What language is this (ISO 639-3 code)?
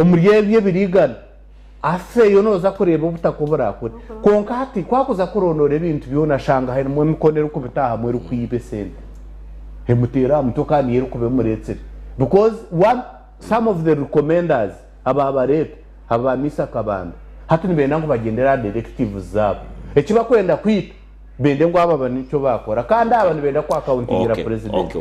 nyn